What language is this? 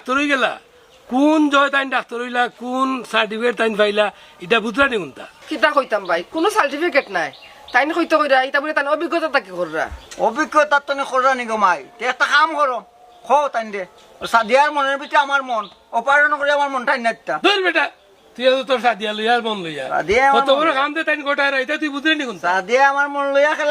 Sylheti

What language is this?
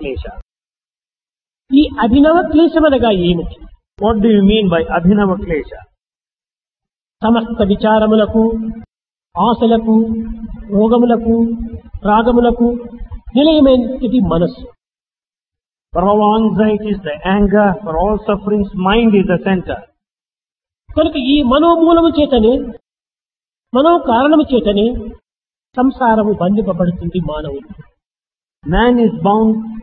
Telugu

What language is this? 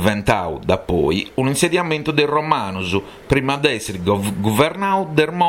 Sardinian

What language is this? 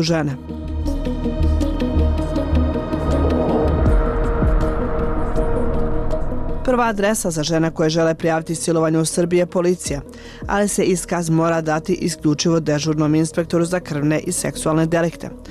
Serbian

